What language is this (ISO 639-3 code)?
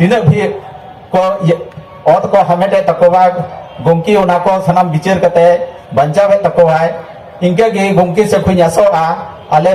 sat